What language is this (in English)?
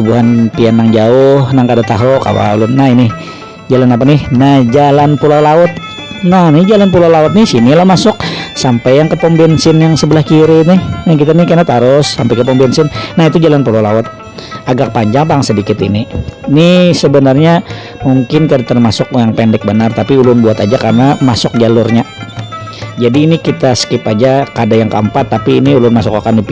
Banjar